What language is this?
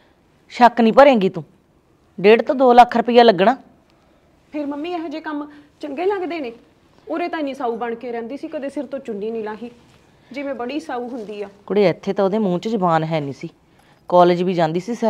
Punjabi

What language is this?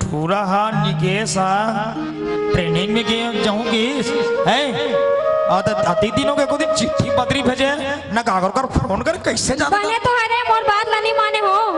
Chhattisgarhi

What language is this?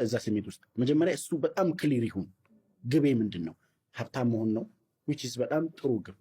Amharic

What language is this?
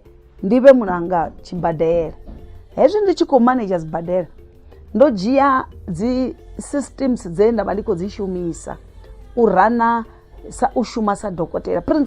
Venda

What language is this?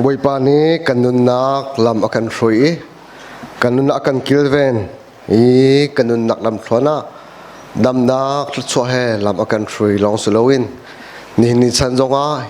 Hakha Chin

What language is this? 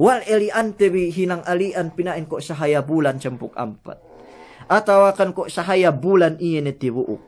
Yakan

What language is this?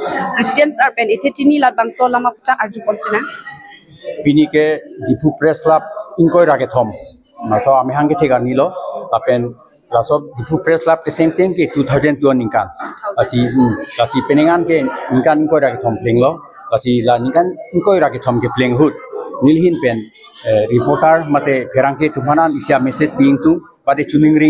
Karbi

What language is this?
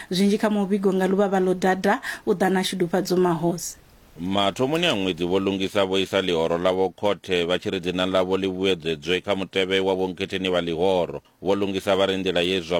Venda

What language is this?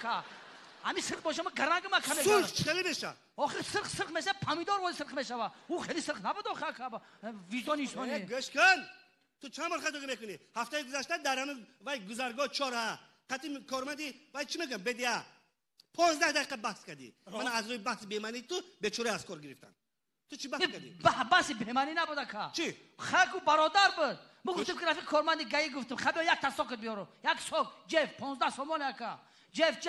Tajik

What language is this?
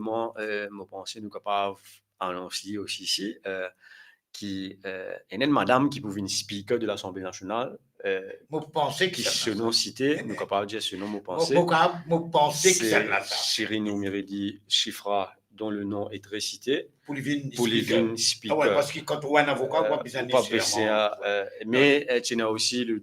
Morisyen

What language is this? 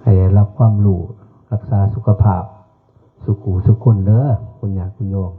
Northeastern Thai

